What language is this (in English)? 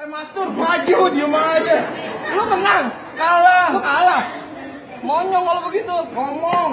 Betawi